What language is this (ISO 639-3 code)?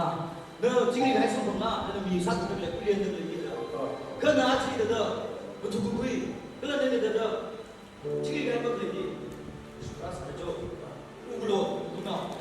nmf